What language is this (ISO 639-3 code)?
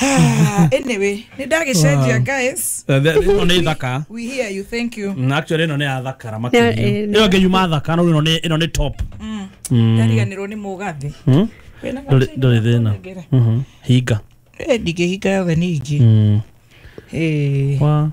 kik